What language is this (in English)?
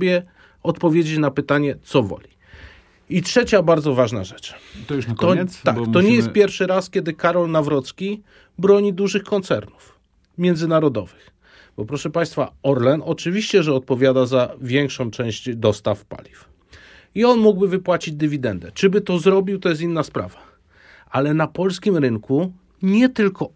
Polish